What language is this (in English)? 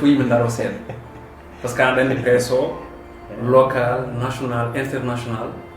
Fula